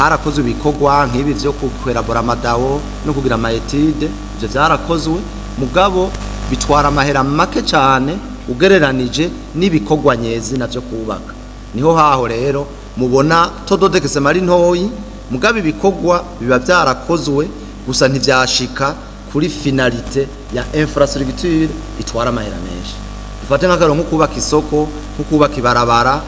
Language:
Rundi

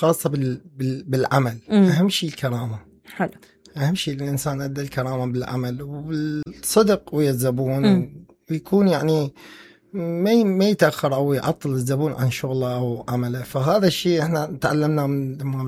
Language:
Mesopotamian Arabic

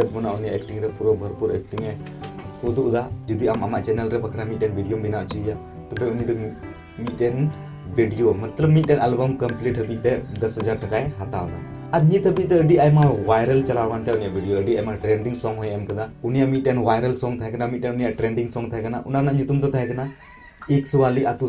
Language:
Santali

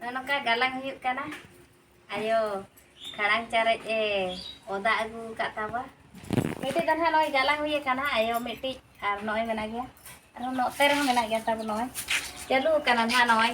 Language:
Santali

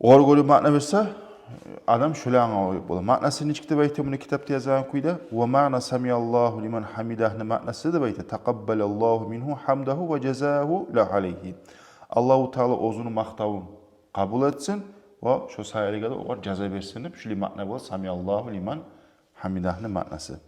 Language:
Kumyk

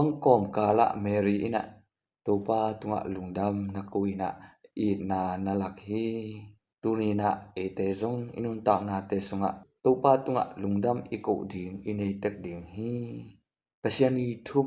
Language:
Tedim Chin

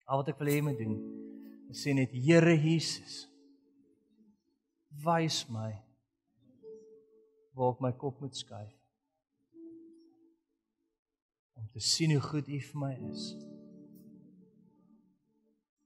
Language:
Afrikaans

